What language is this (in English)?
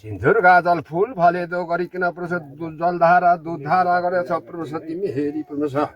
Nepali